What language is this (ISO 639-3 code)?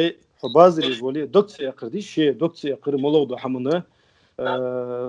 inh